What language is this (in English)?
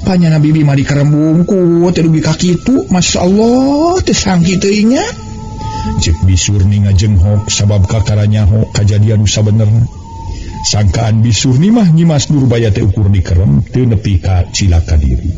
Sundanese